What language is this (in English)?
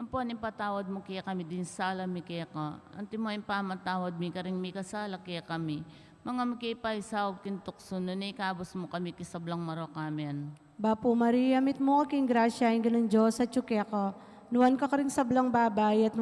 Pampanga